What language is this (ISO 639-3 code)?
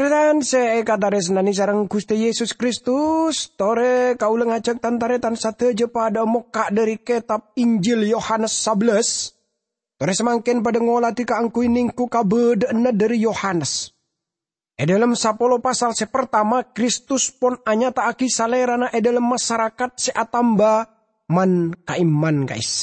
mad